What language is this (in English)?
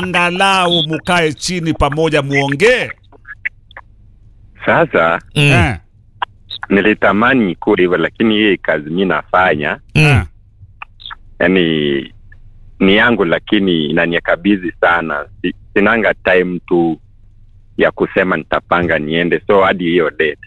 Swahili